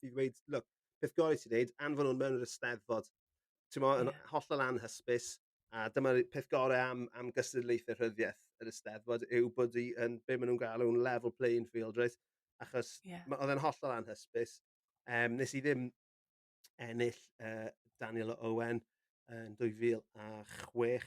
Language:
Welsh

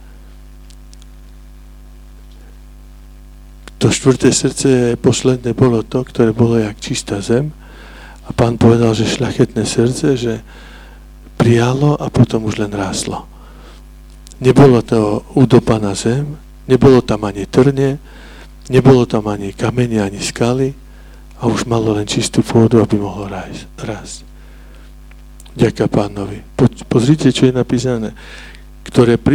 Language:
Slovak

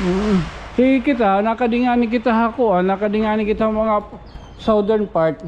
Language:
Waray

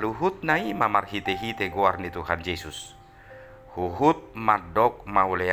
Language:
Batak Toba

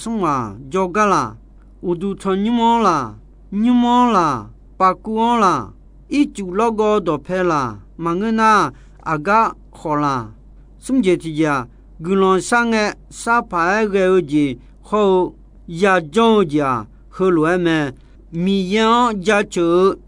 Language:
Akha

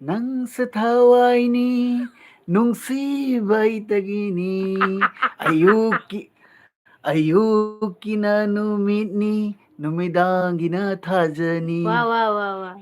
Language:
Manipuri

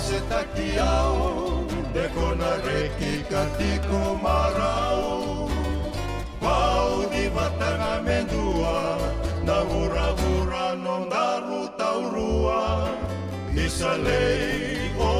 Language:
Fijian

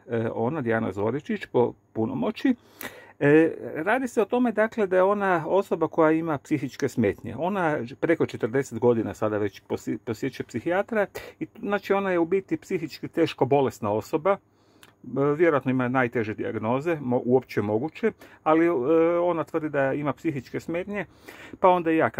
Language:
Croatian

